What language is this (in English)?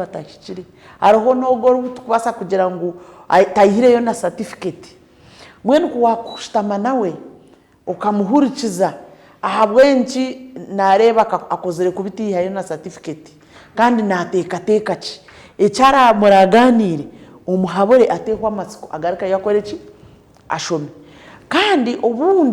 Nyankole